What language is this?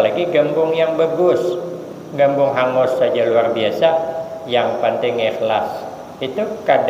Banjar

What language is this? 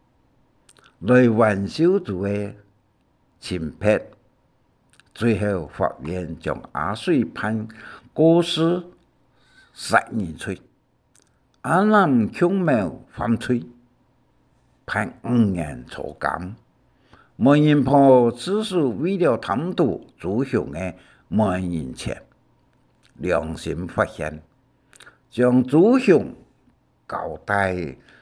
Hakka Chinese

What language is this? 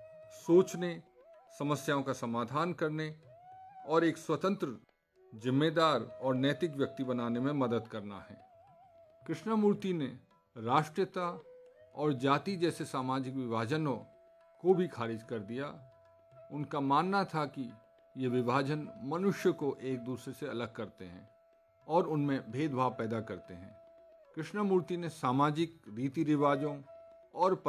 Hindi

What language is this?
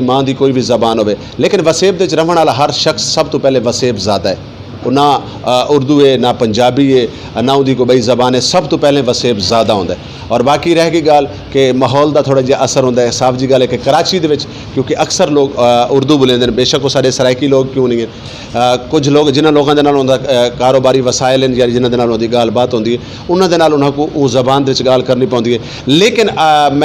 Saraiki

